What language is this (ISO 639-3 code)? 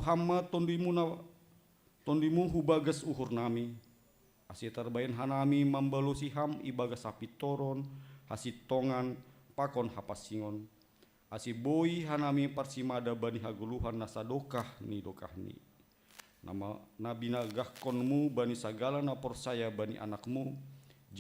bts